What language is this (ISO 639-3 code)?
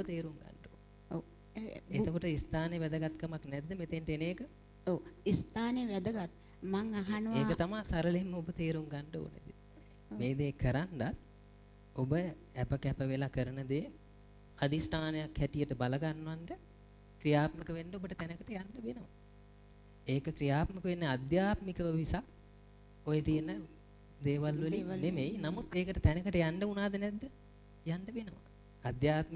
sin